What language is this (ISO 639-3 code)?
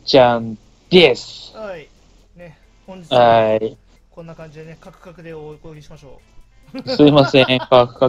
jpn